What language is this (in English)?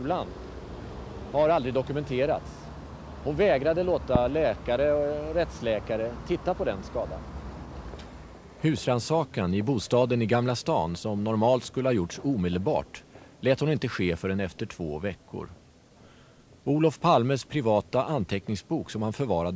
Swedish